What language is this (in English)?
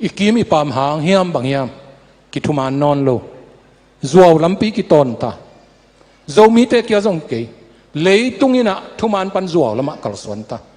Tedim Chin